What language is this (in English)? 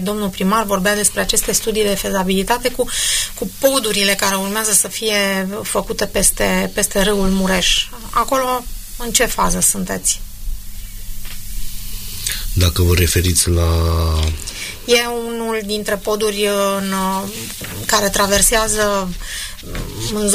Romanian